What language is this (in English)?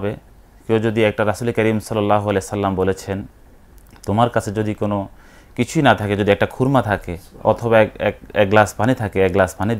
Bangla